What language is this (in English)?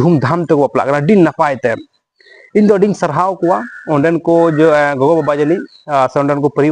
Santali